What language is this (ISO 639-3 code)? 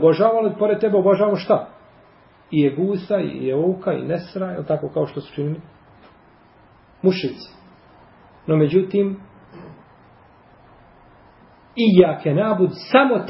bos